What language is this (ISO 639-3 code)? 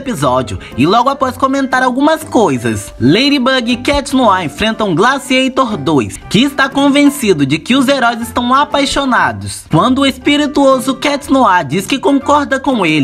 por